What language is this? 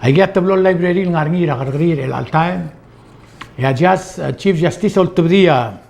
Palauan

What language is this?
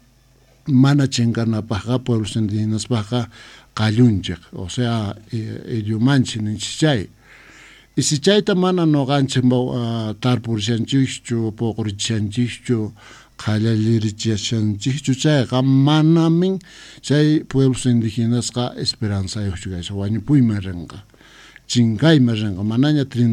Quechua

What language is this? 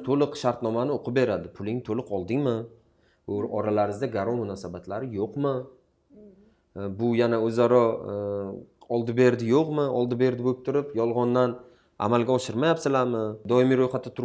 Uzbek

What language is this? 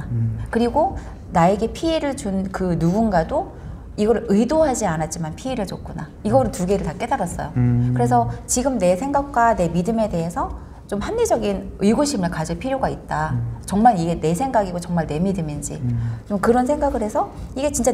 Korean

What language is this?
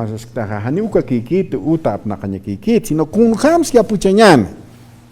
Aymara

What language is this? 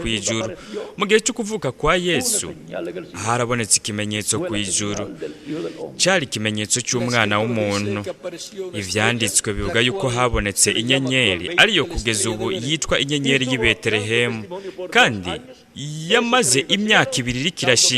Rundi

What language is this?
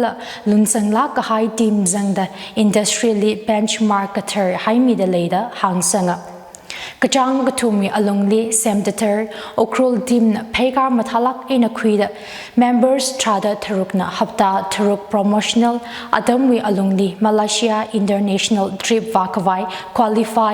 Tangkhul Naga (India)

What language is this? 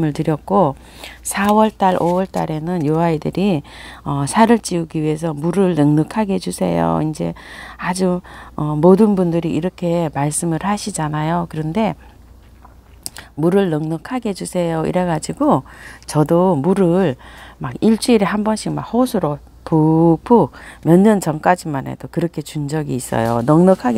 Korean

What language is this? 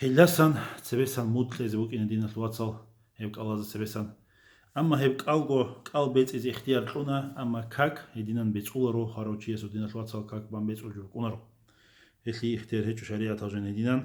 Avaric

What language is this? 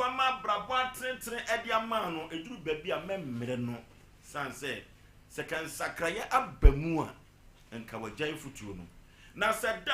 Akan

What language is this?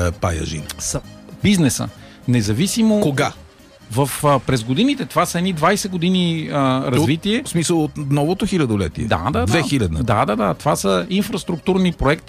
Bulgarian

